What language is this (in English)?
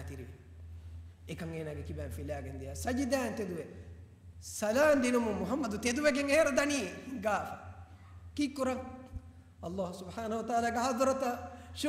Divehi